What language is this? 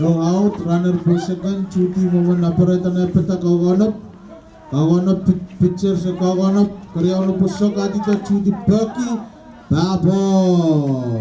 Pohnpeian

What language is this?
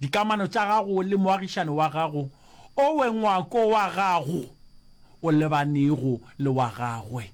Northern Sotho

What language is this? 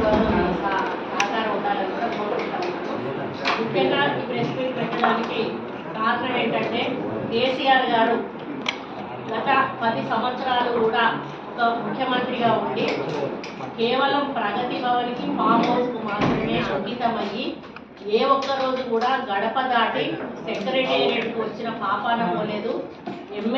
Telugu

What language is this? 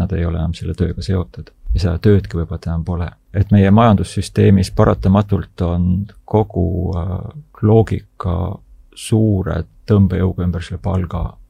Estonian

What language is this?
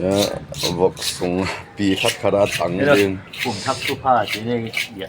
Tedim Chin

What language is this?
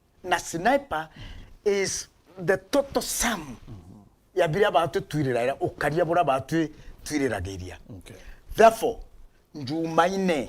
Meru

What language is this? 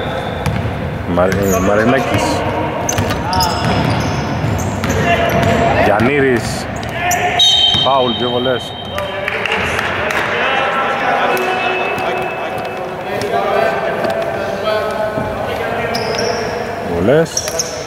Greek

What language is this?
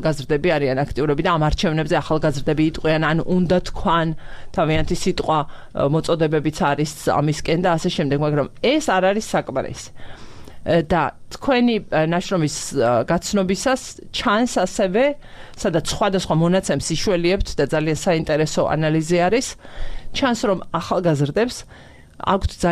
Georgian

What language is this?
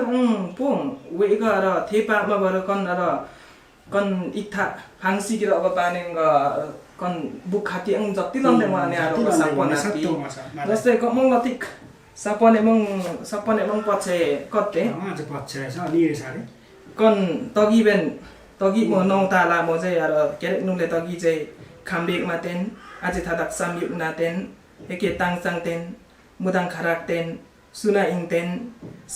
Limbu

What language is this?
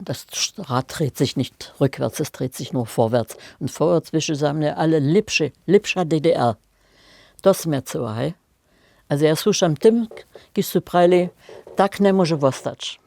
Upper Sorbian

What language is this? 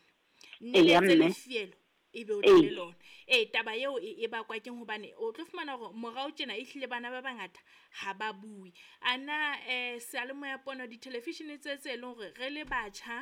Southern Sotho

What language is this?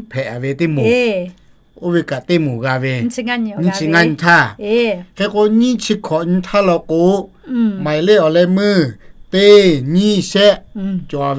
Lahu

